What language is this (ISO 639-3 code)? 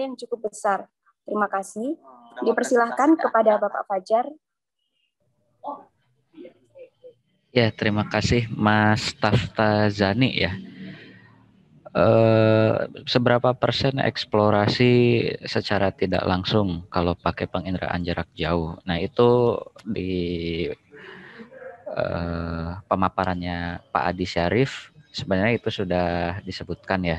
ind